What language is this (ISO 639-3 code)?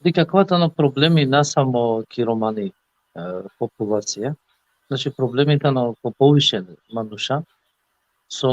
rmn